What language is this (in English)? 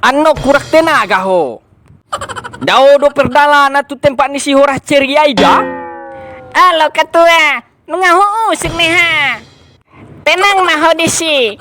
Batak Toba